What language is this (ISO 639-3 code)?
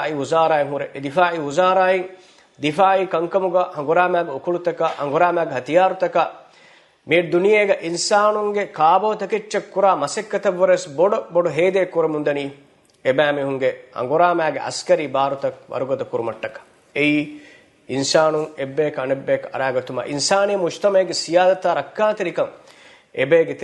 div